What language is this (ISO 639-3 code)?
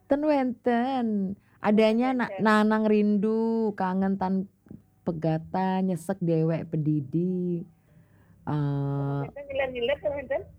ban